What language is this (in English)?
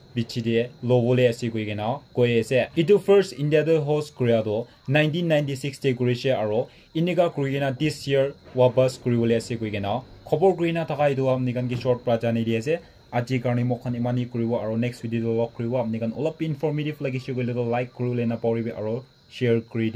Naga Pidgin